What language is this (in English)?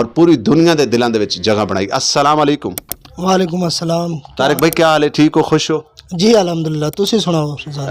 Western Panjabi